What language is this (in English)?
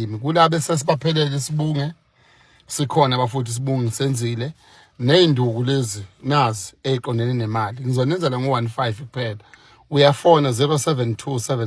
Zulu